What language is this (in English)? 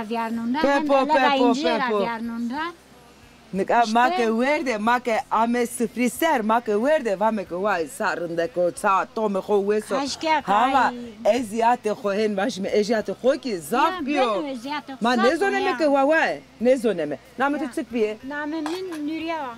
Zaza